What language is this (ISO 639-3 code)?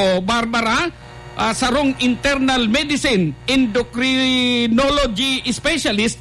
bik